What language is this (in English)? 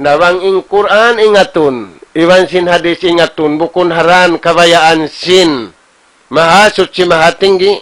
Tausug